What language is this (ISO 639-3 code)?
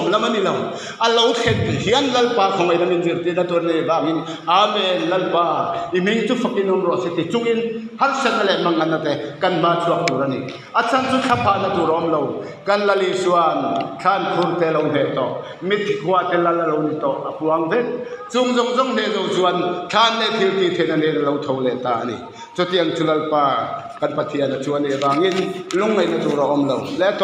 lus